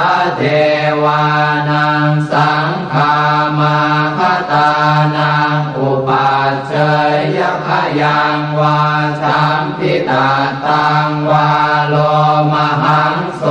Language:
Pali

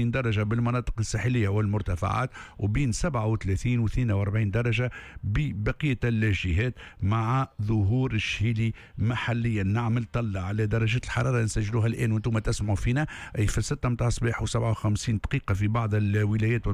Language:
Tunisian Arabic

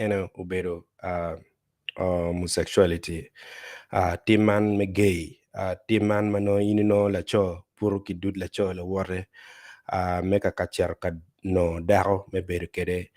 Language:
Acoli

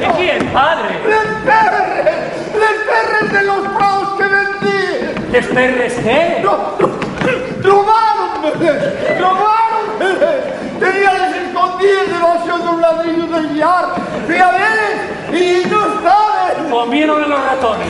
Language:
Asturian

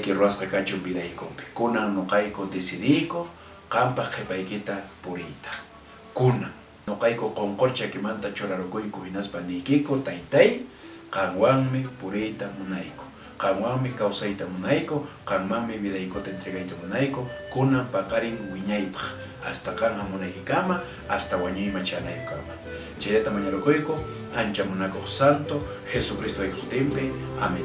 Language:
Quechua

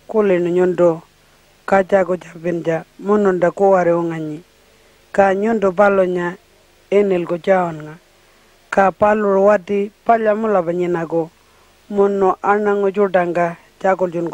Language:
Pitjantjatjara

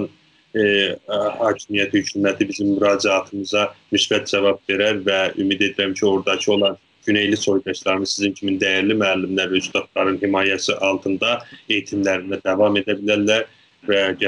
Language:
South Azerbaijani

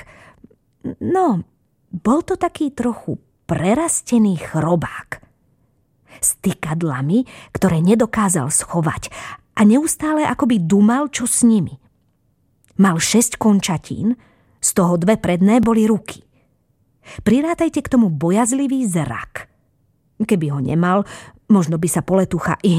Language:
Slovak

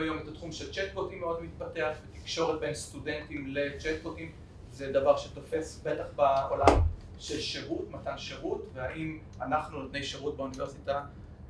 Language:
Hebrew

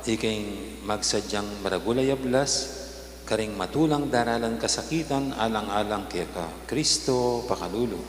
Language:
Pampanga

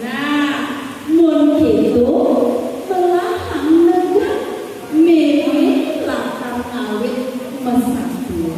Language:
Balinese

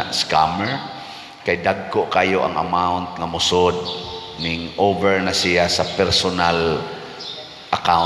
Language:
Cebuano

